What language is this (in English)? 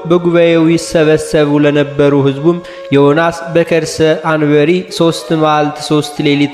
Amharic